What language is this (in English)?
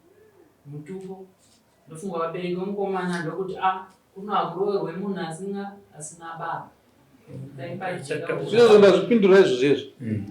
Shona